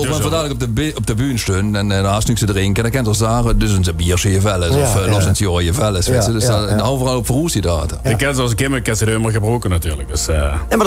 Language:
Limburgish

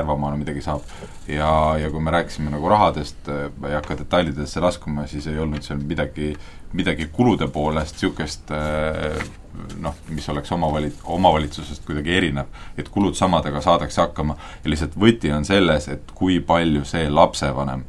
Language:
Estonian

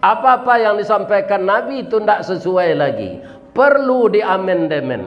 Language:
Minangkabau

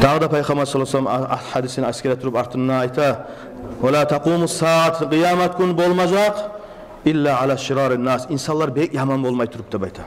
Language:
Kumyk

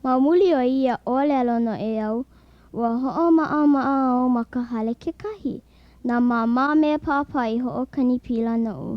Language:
Hawaiian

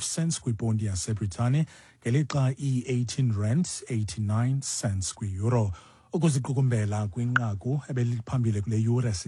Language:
Xhosa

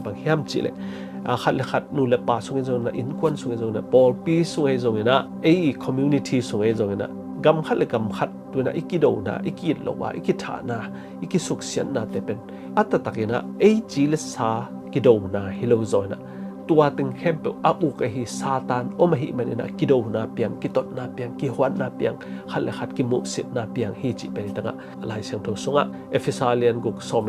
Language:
Tedim Chin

